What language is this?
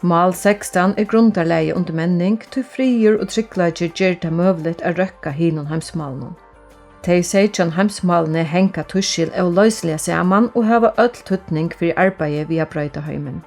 Faroese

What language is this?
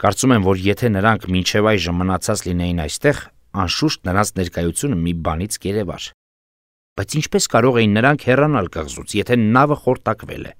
Armenian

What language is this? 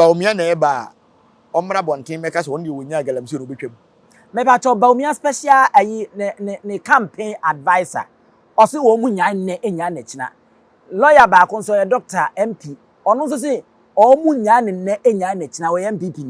Akan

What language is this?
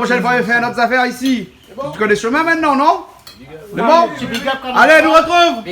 Réunion Creole French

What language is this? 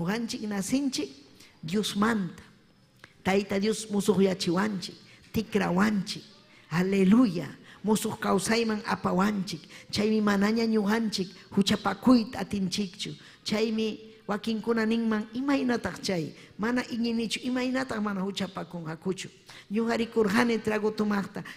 Ayacucho Quechua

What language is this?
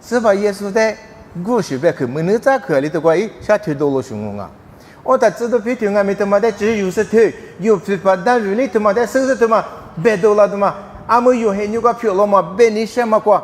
Lisu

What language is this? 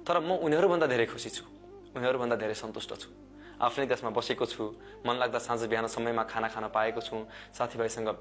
Nepali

